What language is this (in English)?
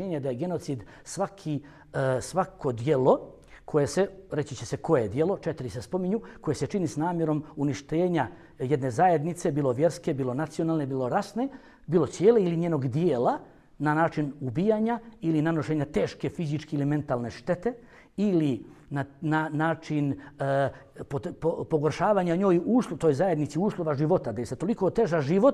Bosnian